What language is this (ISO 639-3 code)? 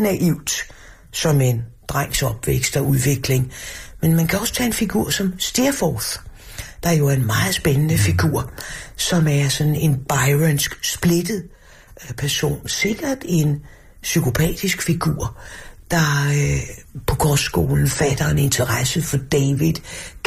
dan